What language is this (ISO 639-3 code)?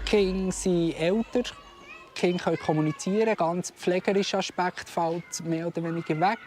gsw